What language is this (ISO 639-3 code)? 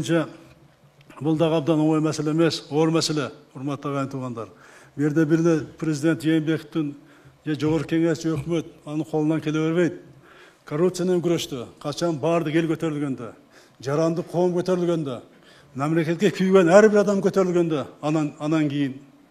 kir